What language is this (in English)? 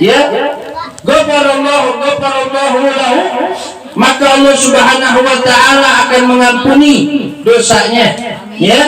Betawi